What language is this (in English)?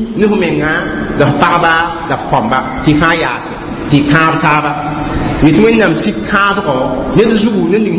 Mossi